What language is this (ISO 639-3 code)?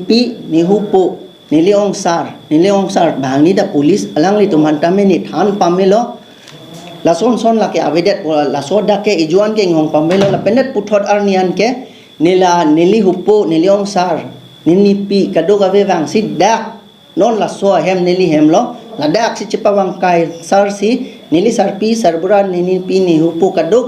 mjw